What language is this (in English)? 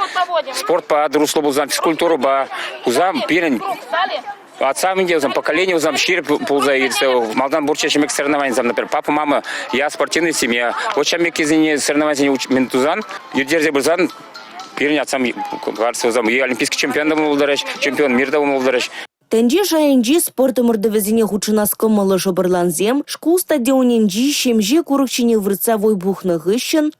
Chuvash